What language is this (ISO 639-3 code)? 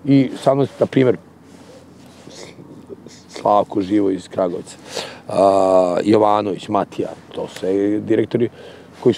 srp